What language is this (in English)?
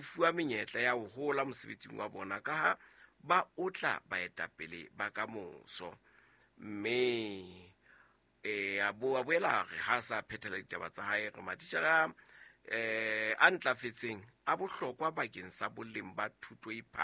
Southern Sotho